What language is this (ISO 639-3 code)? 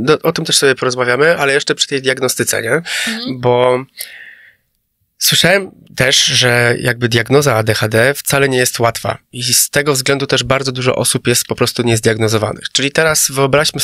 pol